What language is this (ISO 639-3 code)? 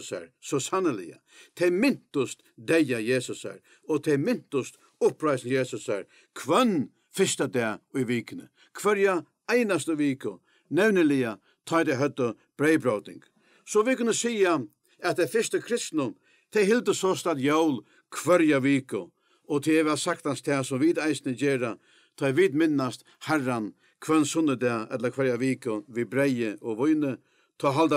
fao